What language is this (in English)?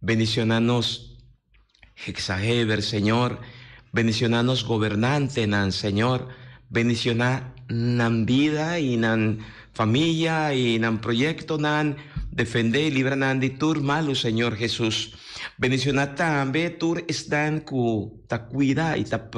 Papiamento